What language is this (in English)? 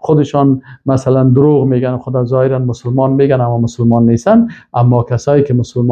Persian